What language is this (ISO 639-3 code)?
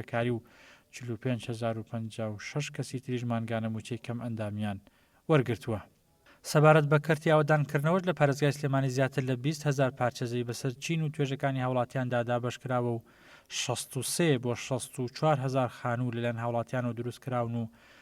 ckb